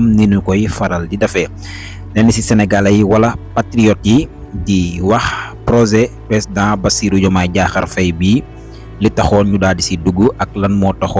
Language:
Wolof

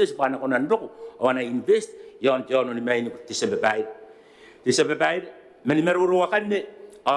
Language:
Gilbertese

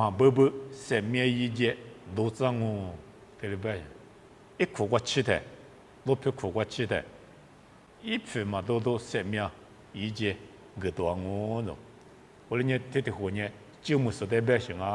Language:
Lisu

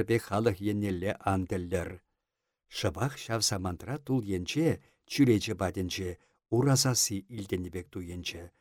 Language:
Chuvash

